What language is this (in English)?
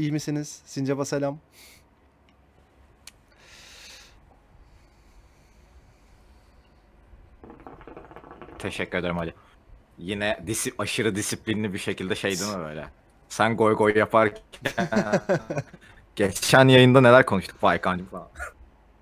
Turkish